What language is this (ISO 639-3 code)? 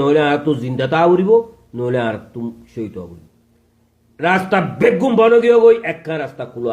rhg